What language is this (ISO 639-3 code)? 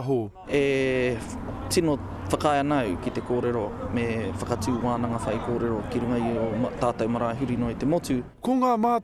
mri